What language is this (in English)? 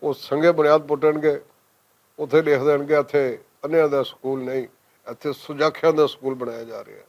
Western Panjabi